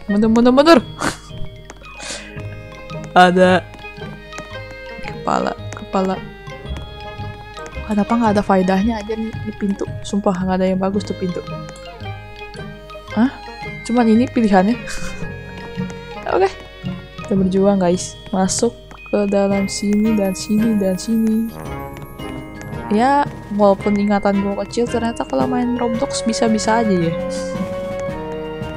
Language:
Indonesian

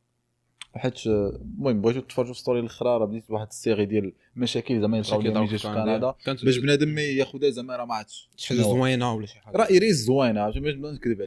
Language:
Moroccan Arabic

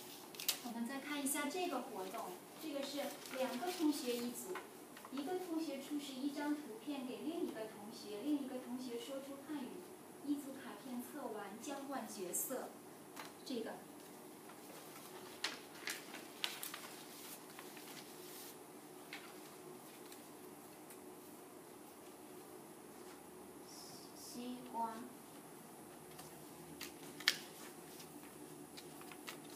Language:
Chinese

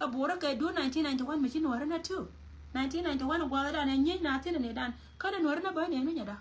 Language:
Nuer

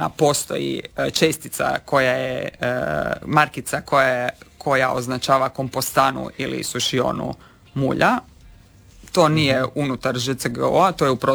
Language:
Croatian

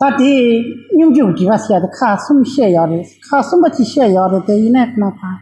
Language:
Tibetan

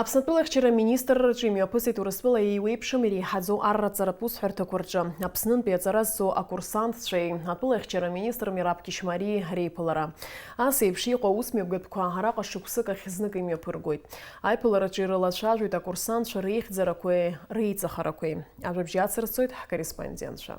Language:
Abkhazian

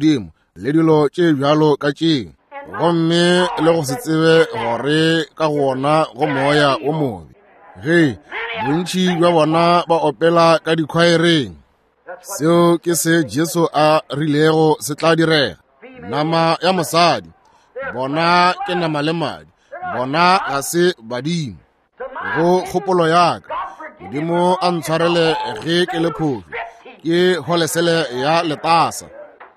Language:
Northern Sotho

